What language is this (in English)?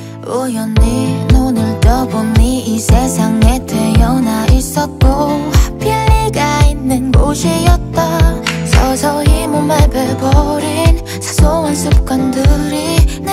Korean